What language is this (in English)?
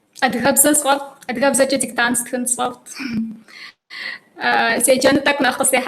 Kabardian